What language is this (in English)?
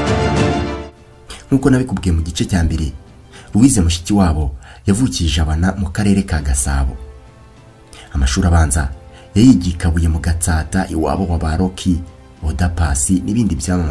Kinyarwanda